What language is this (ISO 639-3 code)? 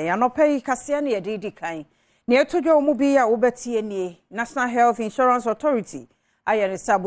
aka